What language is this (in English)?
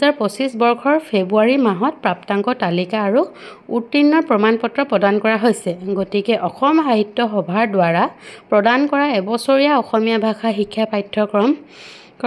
Assamese